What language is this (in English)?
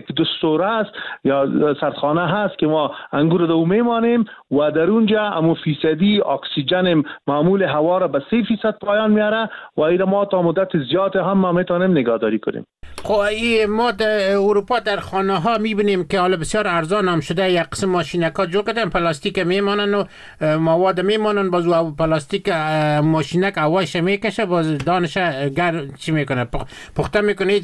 Persian